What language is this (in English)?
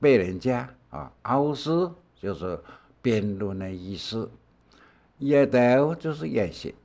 Hakka Chinese